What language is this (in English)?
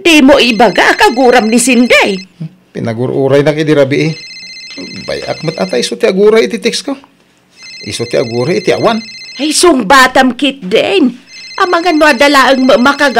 Iloko